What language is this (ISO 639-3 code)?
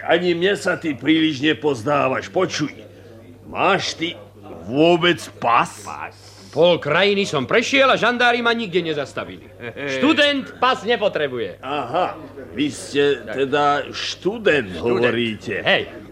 slk